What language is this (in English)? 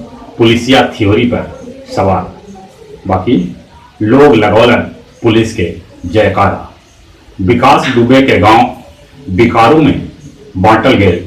Magahi